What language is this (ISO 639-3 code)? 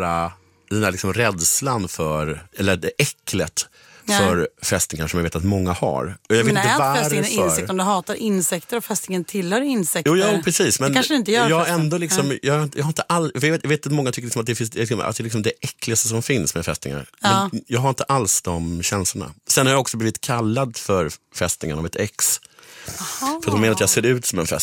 swe